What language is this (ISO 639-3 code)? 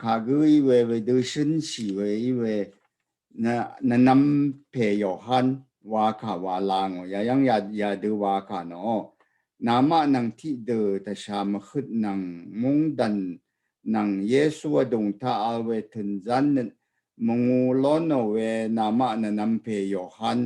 raw